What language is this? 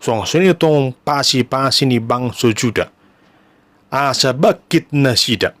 Batak Toba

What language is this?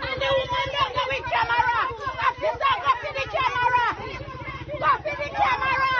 Jamaican Creole English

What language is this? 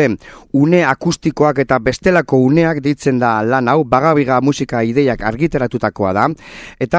Basque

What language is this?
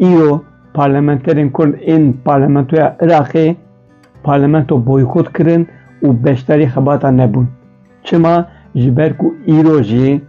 Kurdish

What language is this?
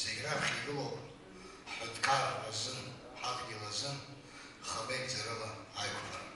Abkhazian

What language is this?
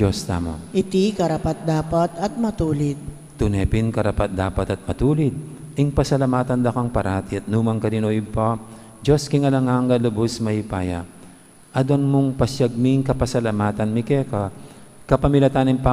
Pampanga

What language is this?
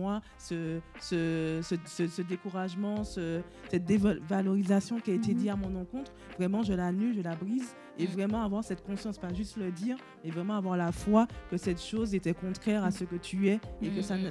French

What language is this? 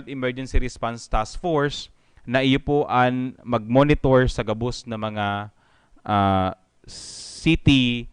Bikol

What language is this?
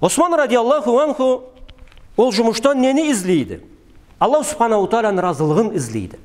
Karachay-Balkar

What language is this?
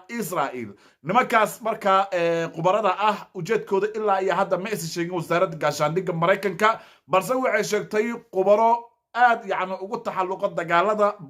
Somali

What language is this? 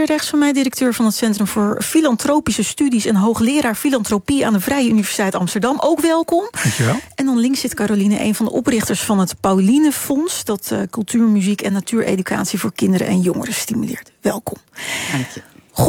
Dutch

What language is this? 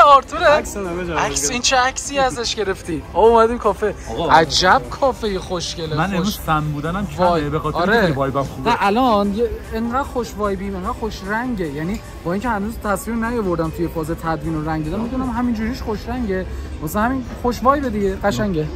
Persian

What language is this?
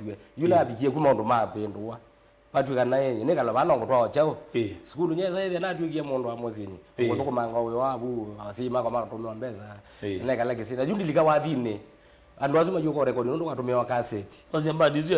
Kamba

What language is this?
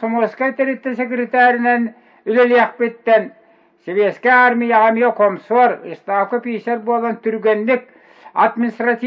Yakut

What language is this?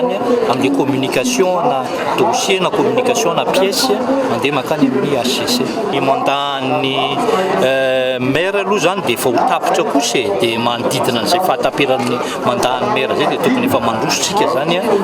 Malagasy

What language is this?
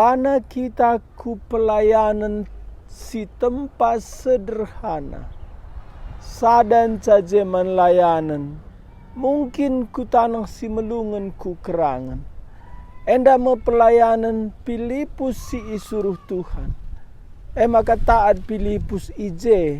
Batak Karo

